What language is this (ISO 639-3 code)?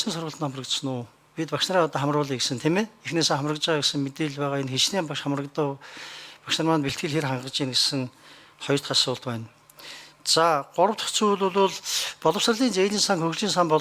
mon